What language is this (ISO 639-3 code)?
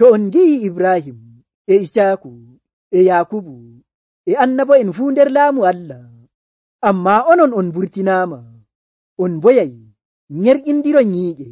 fuv